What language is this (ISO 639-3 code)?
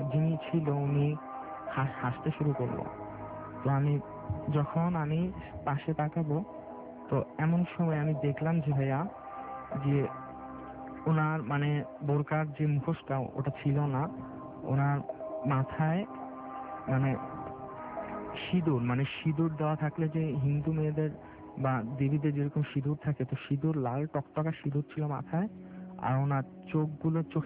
ben